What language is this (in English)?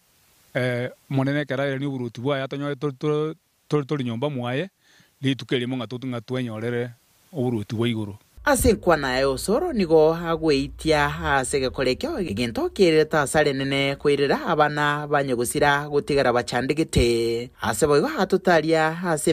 Gusii